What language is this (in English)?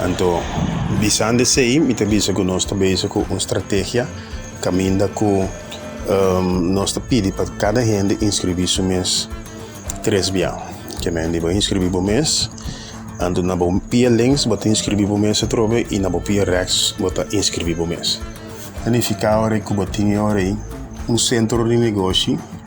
Papiamento